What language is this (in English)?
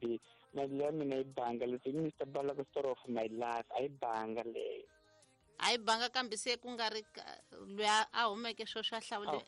Tsonga